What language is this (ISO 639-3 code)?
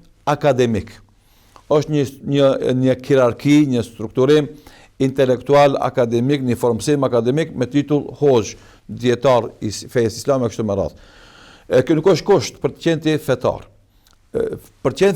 sqi